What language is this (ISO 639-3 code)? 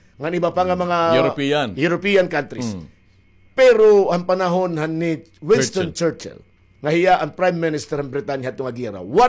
war